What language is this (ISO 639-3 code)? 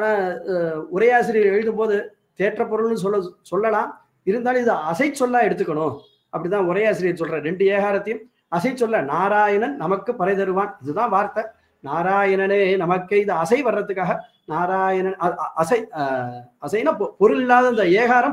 tam